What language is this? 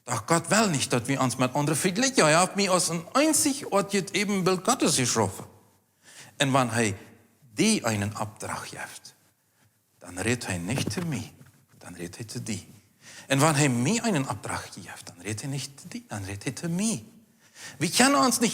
Plautdietsch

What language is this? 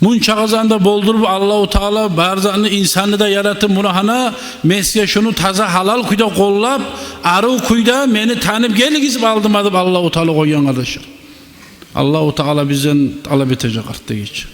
Kumyk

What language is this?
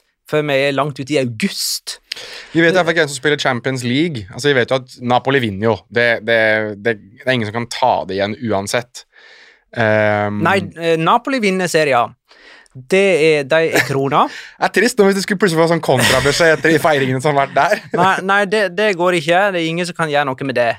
Norwegian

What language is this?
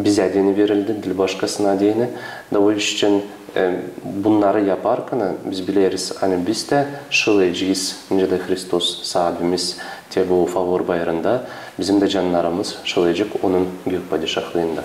Gagauz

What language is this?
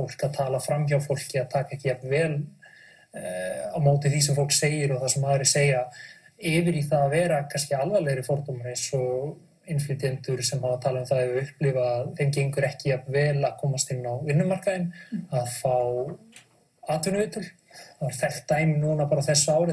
Icelandic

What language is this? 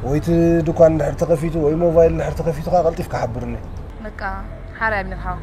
Tigrinya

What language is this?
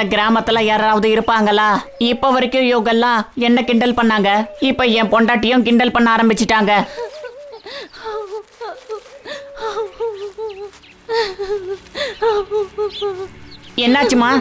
Tamil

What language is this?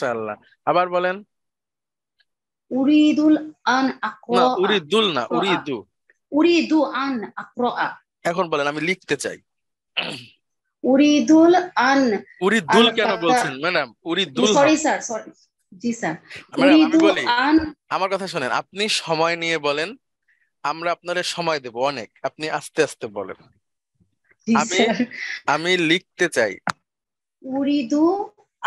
Bangla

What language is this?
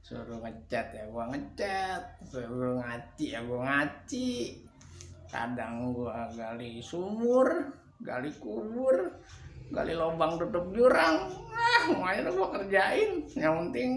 Betawi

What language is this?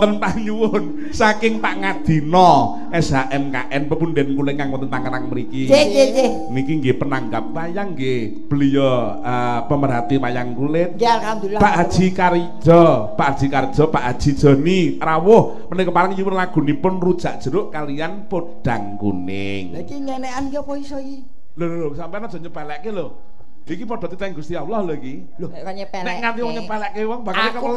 Javanese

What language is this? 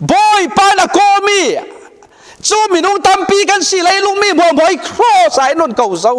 Falam Chin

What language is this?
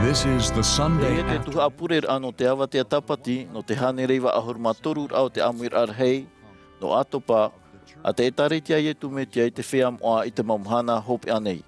Tahitian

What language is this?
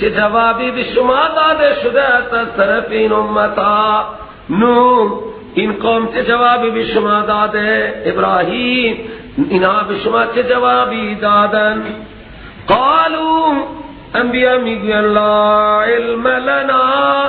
Persian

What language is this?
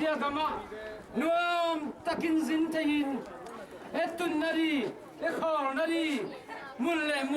Tedim Chin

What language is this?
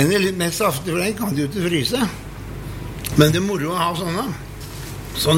Norwegian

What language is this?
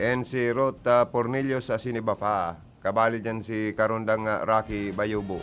Bikol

